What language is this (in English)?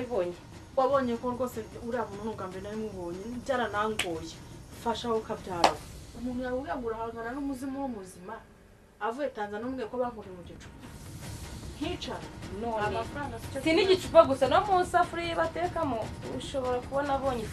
Kinyarwanda